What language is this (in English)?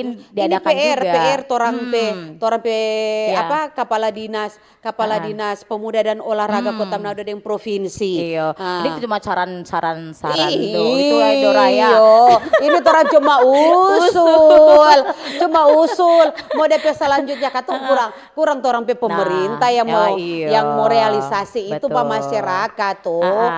Manado Malay